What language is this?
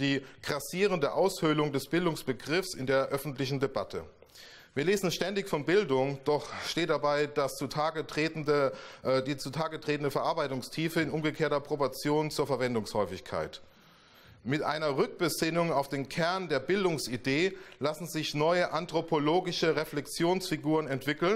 German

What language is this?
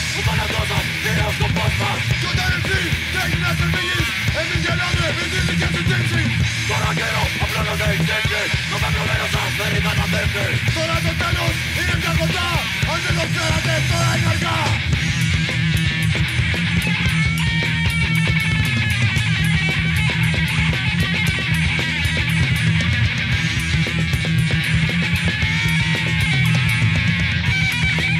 Greek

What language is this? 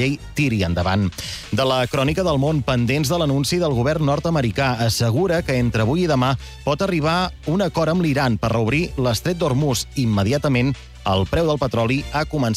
Catalan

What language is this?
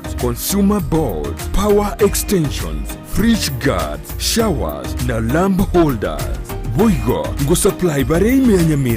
Gusii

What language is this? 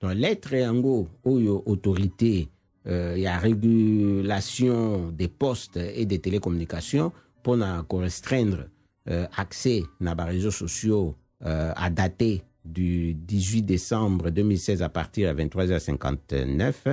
Lingala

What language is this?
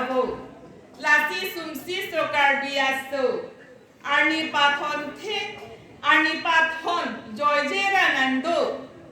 Karbi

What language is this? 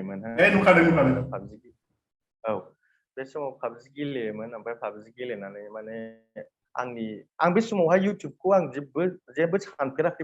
Bodo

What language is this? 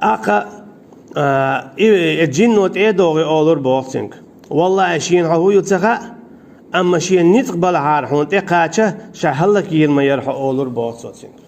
Chechen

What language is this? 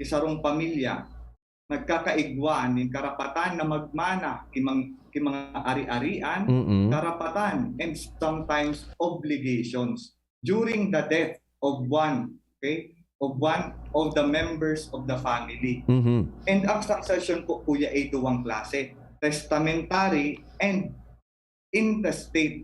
Bikol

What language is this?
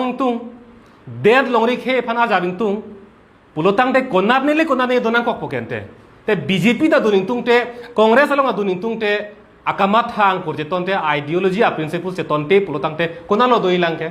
Karbi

